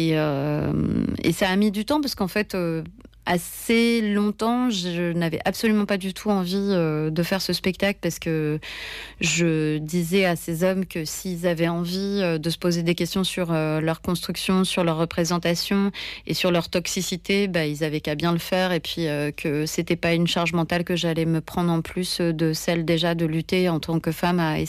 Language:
French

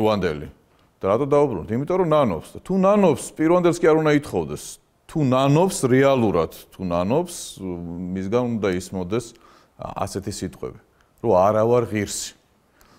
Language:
Georgian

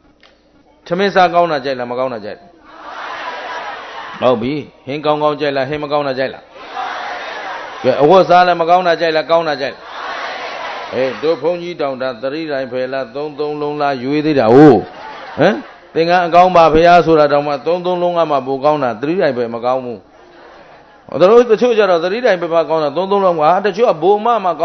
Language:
Burmese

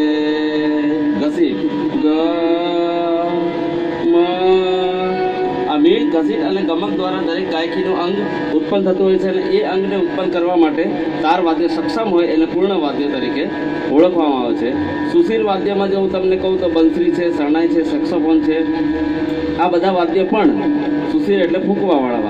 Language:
Gujarati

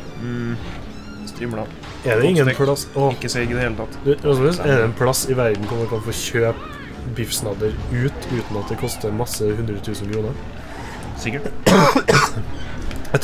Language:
Norwegian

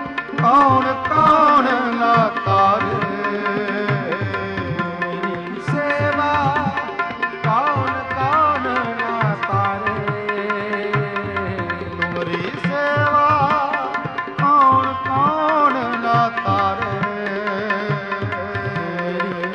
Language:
Punjabi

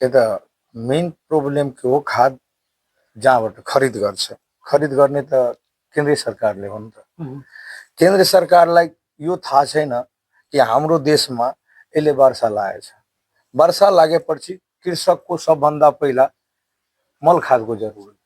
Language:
Nepali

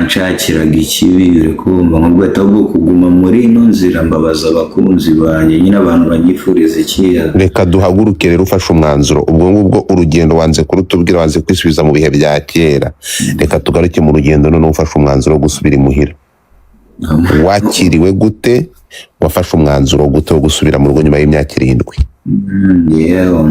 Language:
Kinyarwanda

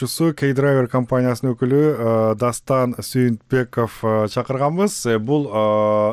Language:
Kyrgyz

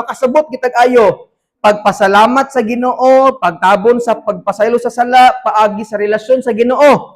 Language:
Cebuano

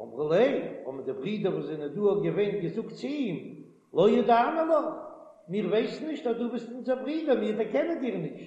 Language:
Yiddish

